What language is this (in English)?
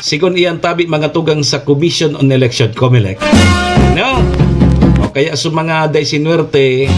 Bikol